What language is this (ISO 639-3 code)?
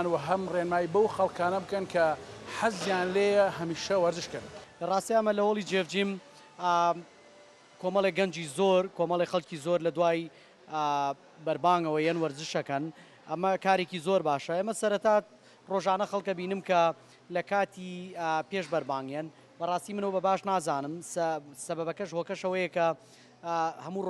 ckb